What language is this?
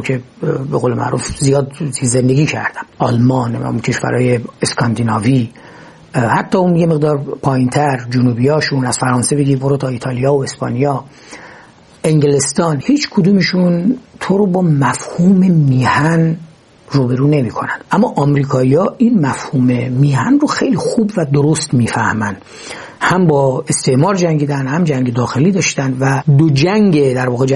Persian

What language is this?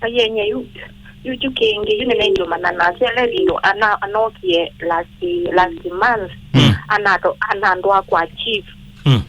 Kamba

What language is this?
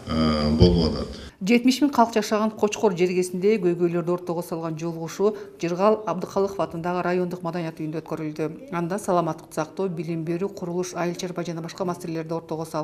Kyrgyz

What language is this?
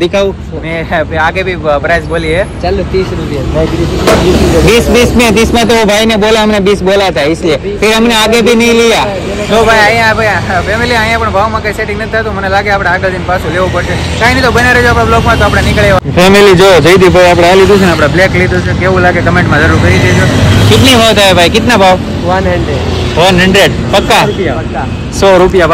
Gujarati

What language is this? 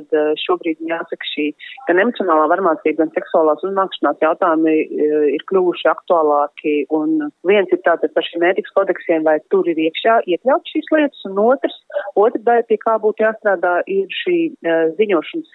Latvian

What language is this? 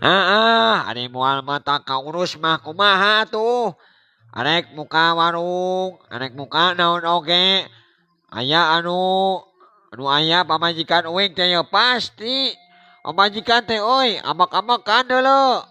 Sundanese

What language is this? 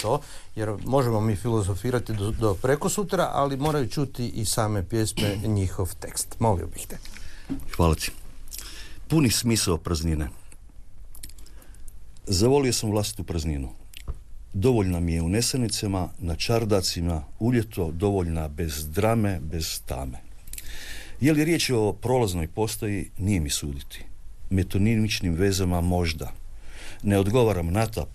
Croatian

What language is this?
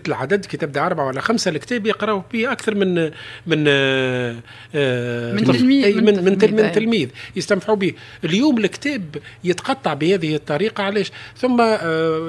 Tunisian Arabic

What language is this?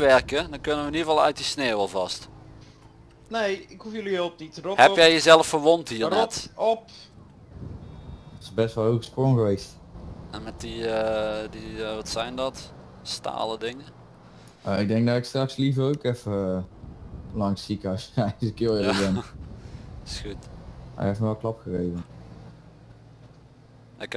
Dutch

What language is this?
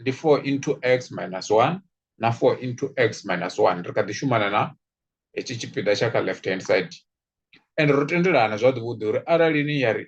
Venda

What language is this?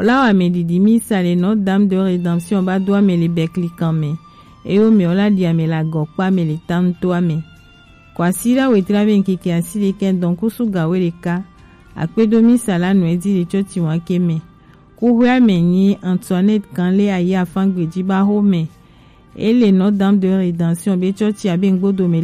Gen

